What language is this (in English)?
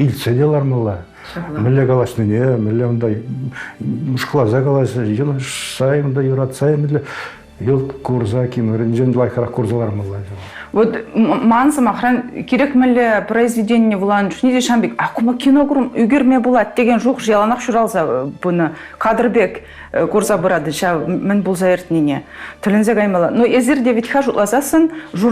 Chuvash